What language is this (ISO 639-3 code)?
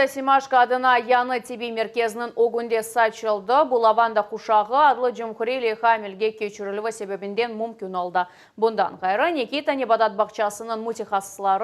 crh